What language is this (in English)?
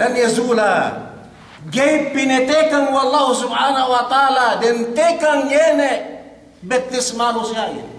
Yakan